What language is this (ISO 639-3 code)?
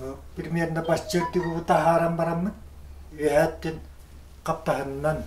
sah